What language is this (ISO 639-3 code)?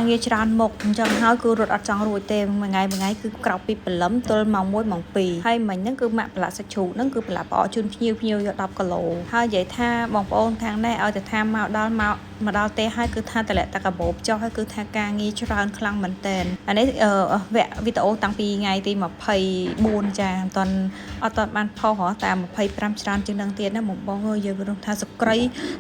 khm